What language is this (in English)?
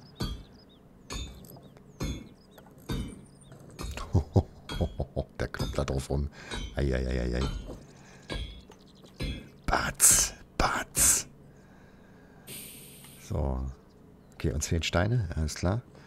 German